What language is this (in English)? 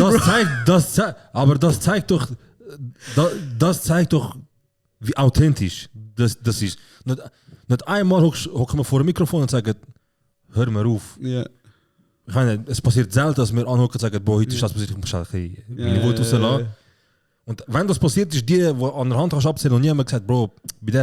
Swiss German